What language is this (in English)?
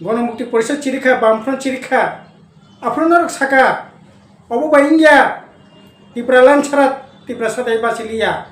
Kok Borok